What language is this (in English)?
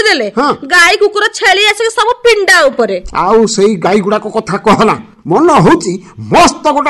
Odia